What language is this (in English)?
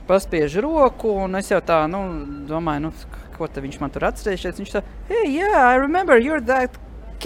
Latvian